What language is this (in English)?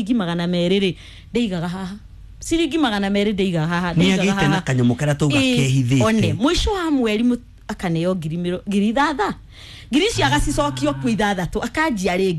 Kikuyu